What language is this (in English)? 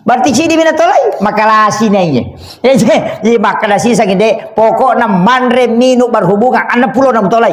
Buginese